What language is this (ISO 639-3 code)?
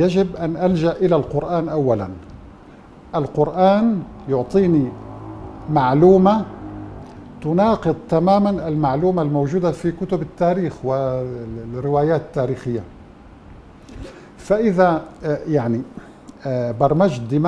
ara